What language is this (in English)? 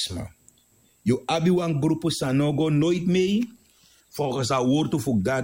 Sranan Tongo